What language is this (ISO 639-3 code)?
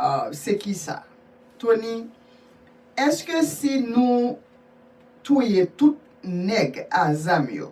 hat